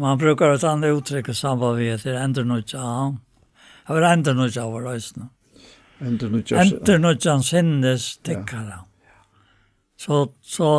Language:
Faroese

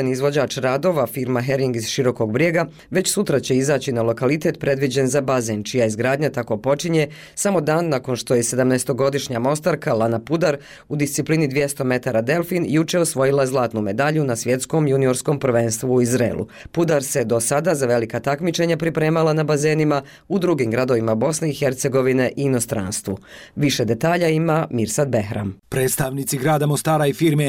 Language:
Bosnian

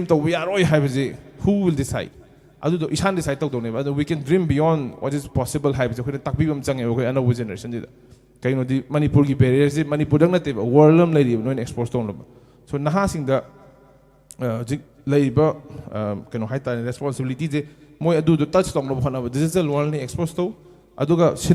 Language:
Manipuri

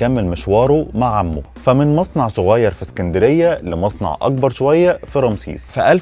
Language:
Egyptian Arabic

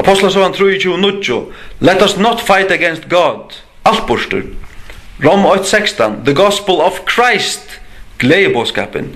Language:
Faroese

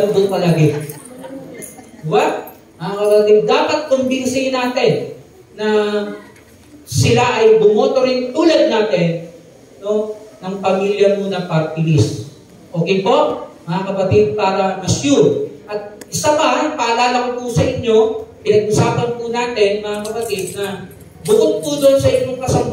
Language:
Filipino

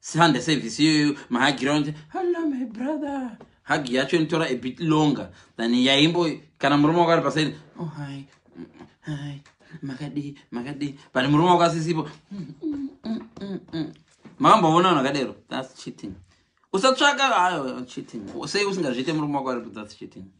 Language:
Shona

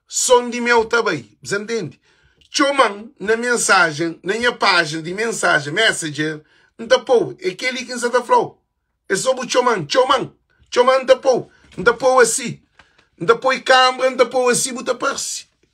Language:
Kabuverdianu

